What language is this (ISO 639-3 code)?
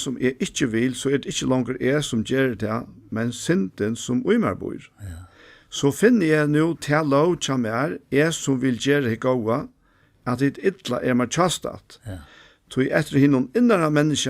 fao